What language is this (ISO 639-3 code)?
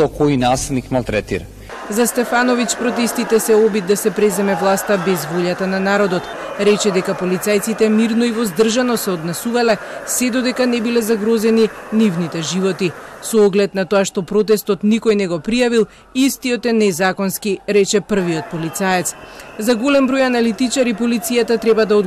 mkd